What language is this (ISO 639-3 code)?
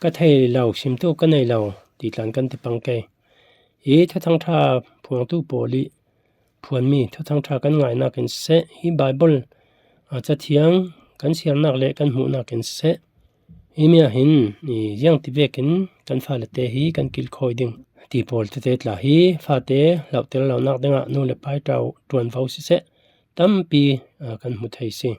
cfm